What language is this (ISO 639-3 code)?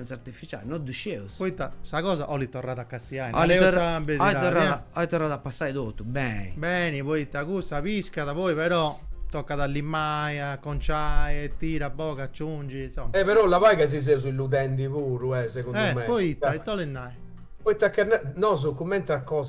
srd